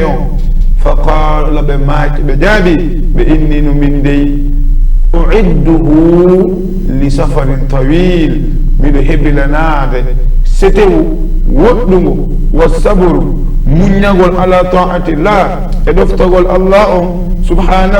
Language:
Fula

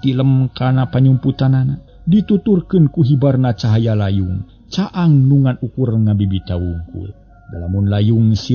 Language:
Sundanese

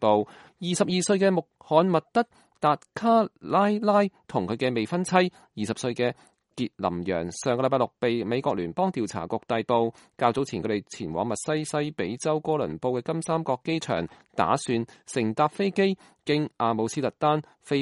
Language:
Cantonese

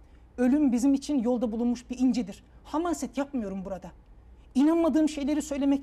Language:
Turkish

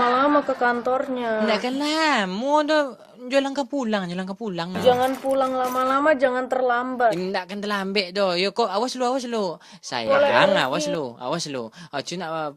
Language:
Minangkabau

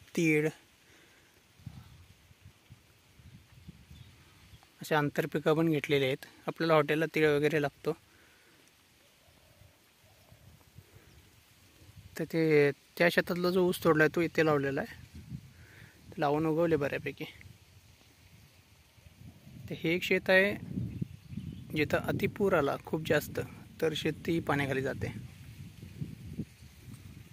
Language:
Marathi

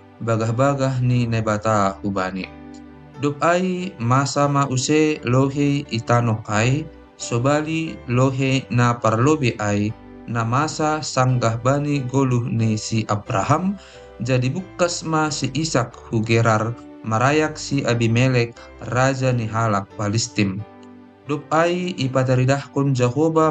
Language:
Batak Simalungun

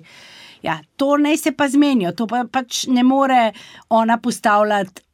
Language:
Slovenian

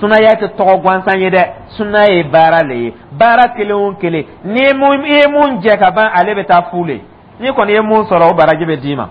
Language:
Dyula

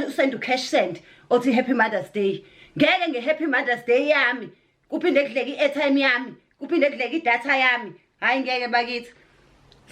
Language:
Zulu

